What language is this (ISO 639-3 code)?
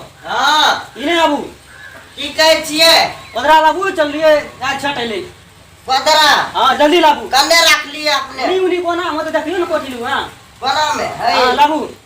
mai